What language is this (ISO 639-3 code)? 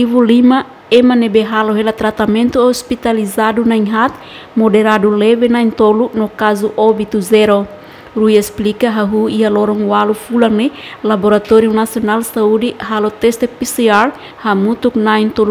tet